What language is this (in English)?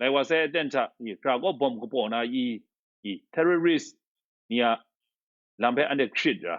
Kachin